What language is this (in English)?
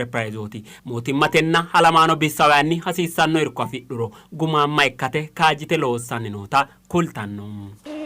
Sidamo